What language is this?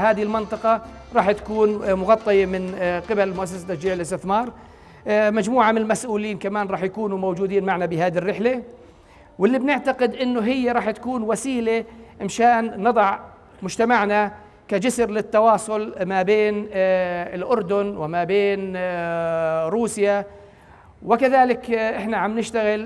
North Levantine Arabic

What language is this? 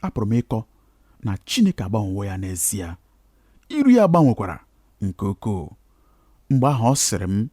Igbo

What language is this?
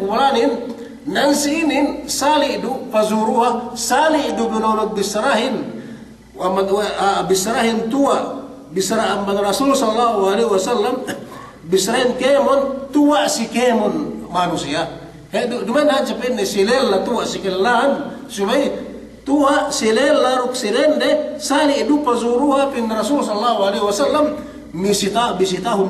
Yakan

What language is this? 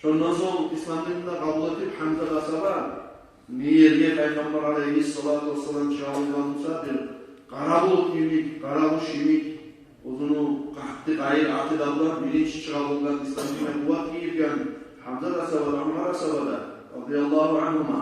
Kumyk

